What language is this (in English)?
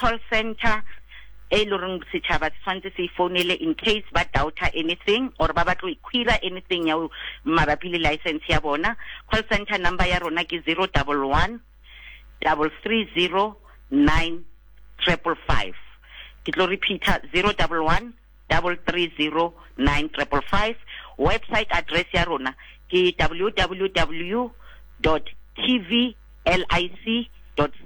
Southern Sotho